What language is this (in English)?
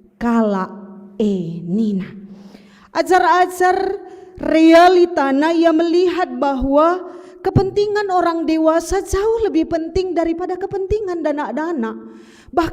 Batak Karo